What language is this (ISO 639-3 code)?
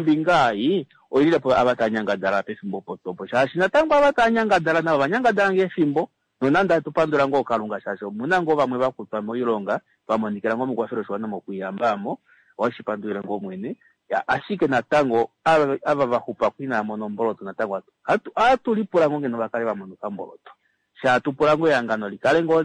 kua